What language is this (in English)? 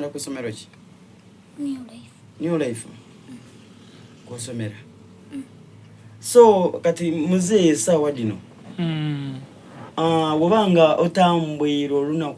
Soga